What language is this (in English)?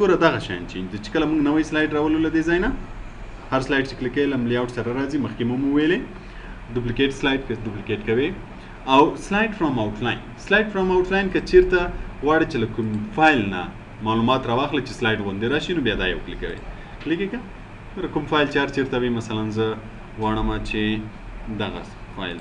Pashto